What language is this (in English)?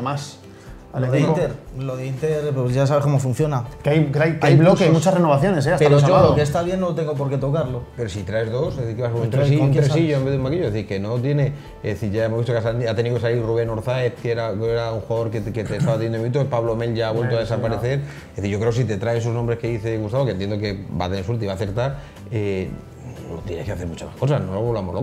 Spanish